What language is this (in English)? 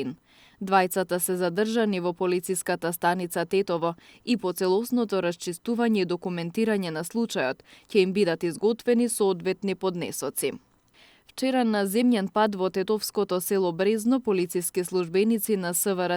Macedonian